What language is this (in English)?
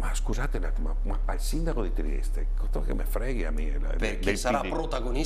Italian